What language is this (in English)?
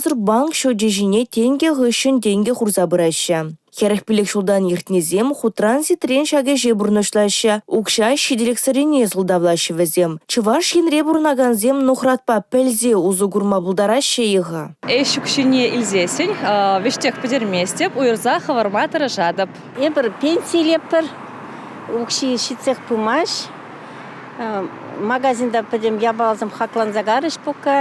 Chuvash